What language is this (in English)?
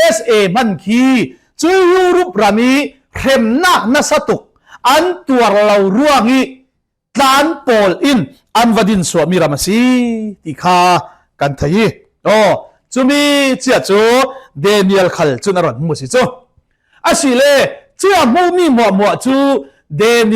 Falam Chin